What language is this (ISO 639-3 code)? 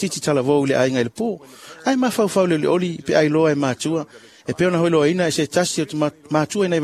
smo